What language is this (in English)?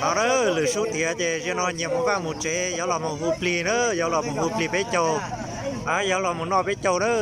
Hmong